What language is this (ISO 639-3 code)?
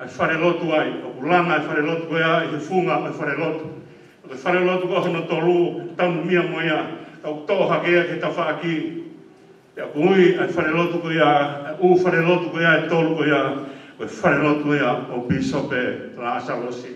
ton